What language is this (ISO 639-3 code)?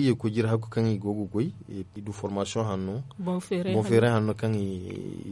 dje